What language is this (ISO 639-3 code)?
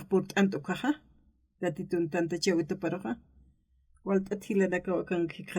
aym